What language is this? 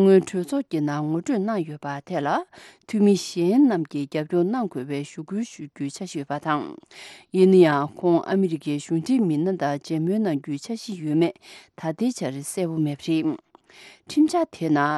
Tibetan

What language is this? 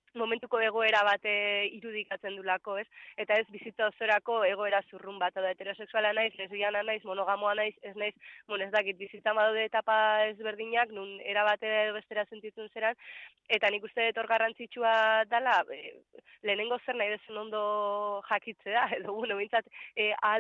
Basque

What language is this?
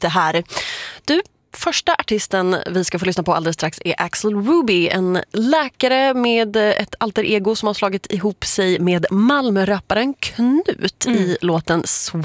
Swedish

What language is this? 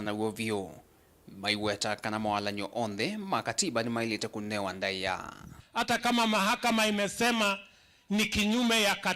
Kamba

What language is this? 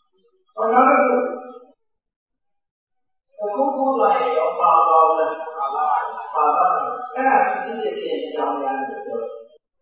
Burmese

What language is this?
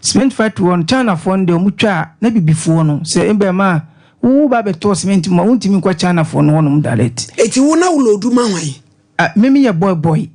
Akan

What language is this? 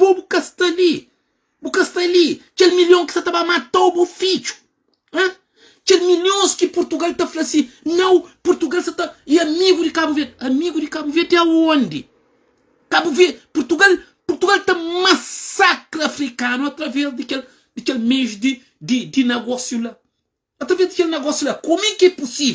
Kabuverdianu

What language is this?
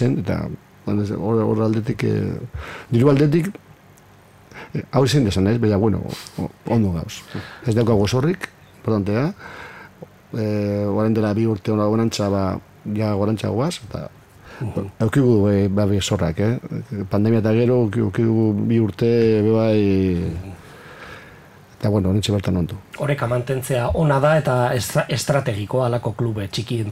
Basque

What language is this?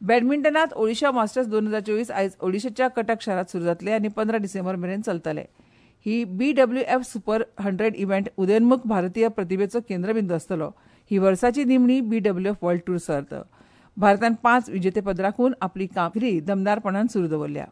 Konkani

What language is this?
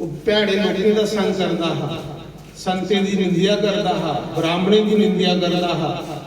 Dogri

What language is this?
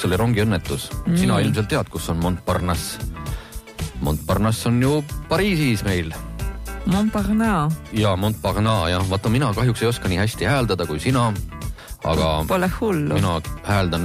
Estonian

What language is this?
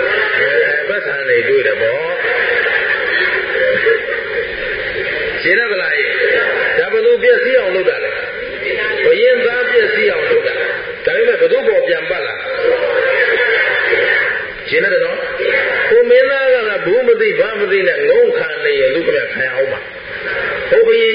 Burmese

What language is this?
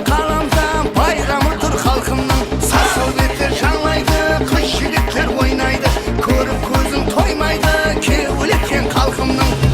Kara-Kalpak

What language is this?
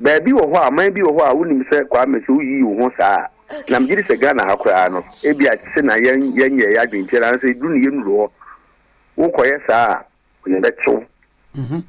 Akan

